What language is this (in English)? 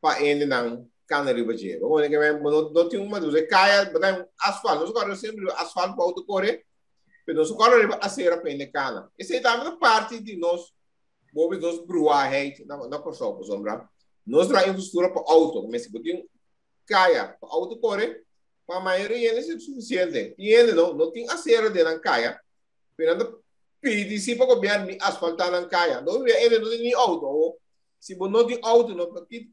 Papiamento